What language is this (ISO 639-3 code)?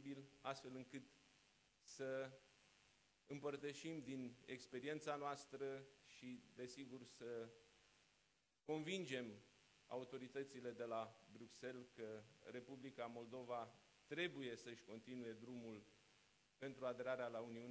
ron